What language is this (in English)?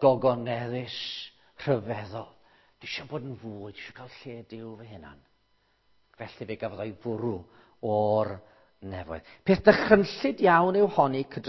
Welsh